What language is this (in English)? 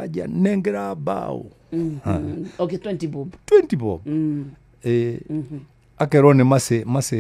Kikuyu